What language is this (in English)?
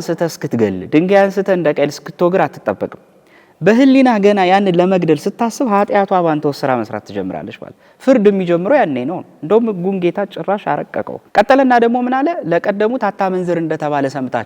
Amharic